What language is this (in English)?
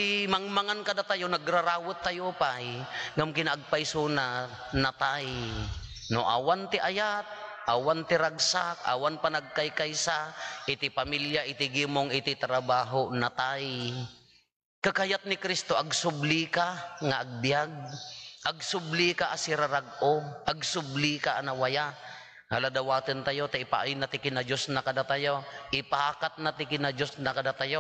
Iloko